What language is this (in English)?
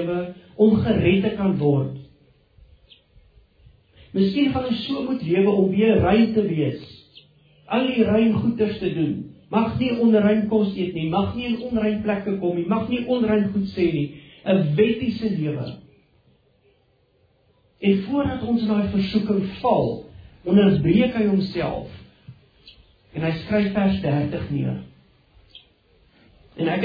Afrikaans